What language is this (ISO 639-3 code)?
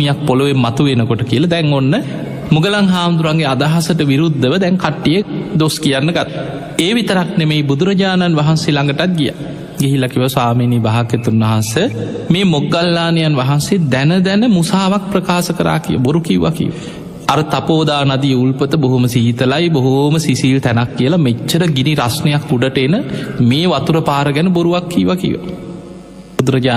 sin